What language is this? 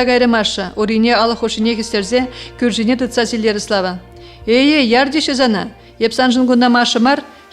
Chuvash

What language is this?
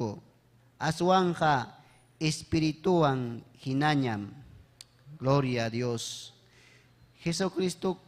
Ayacucho Quechua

